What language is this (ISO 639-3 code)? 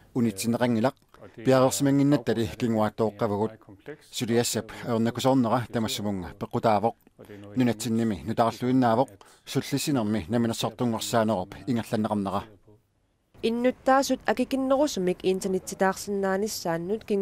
kal